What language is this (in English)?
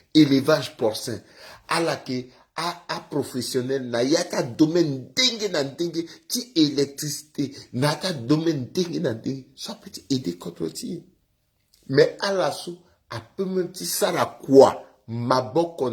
Sango